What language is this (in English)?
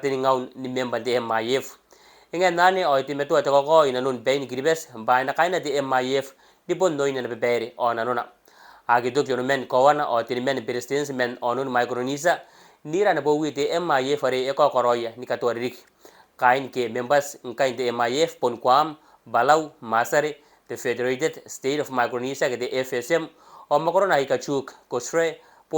Gilbertese